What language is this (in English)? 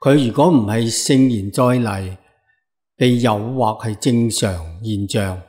Cantonese